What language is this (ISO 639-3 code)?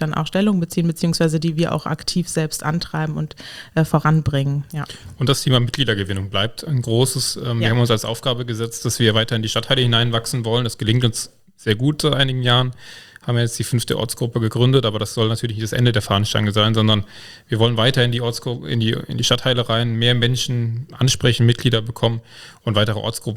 deu